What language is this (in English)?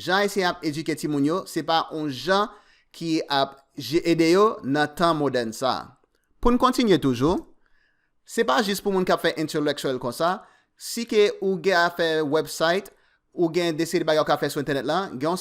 Haitian Creole